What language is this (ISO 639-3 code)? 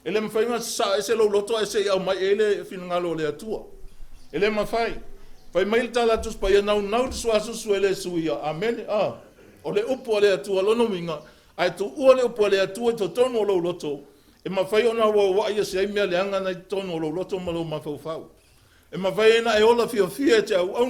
smo